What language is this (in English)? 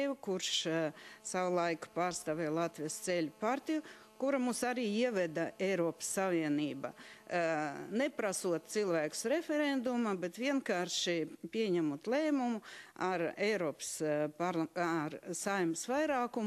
Latvian